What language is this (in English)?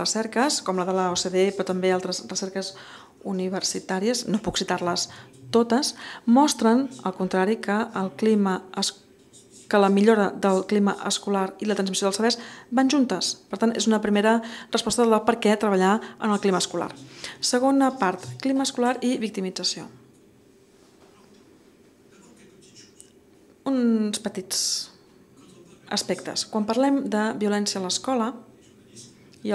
Catalan